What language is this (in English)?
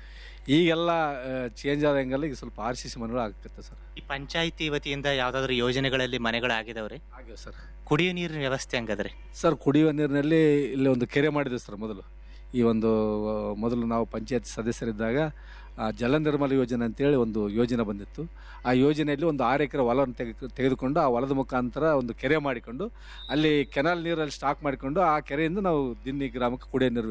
Kannada